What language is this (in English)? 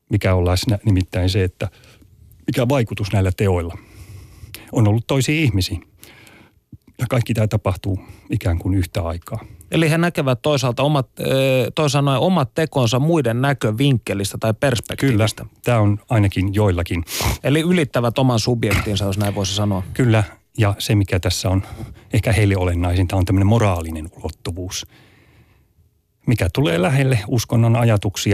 Finnish